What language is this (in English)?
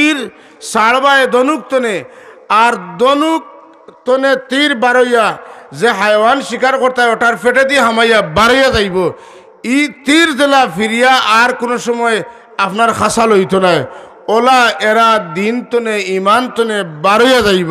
Sylheti